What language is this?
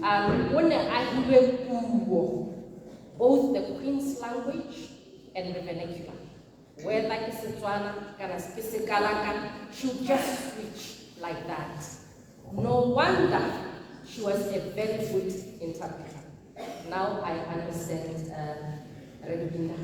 Tswana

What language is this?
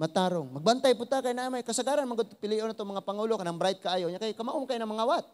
Cebuano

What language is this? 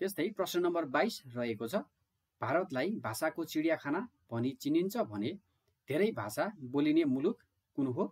Nepali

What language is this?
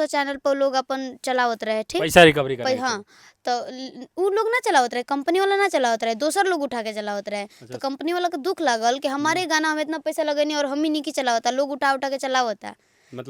Bhojpuri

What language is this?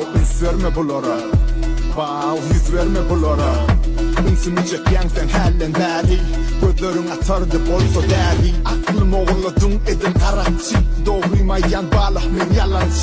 Turkmen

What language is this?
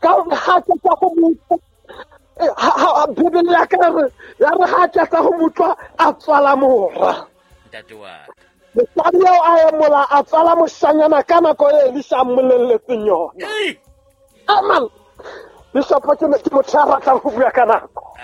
Southern Sotho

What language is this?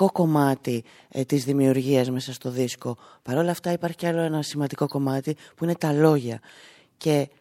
Greek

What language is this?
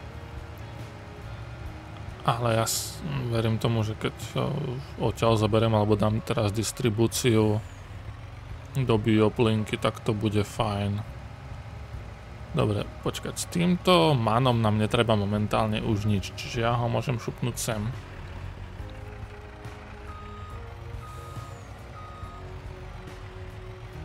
Slovak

